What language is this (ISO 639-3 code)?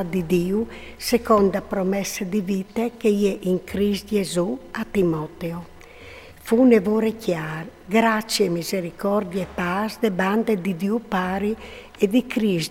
fur